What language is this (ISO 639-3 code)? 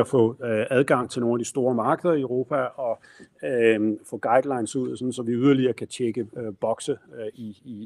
dan